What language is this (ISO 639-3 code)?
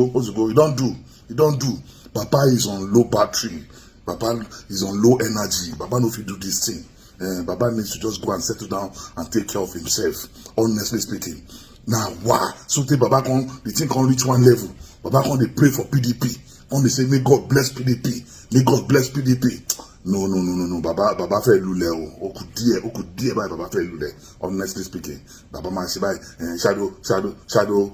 pcm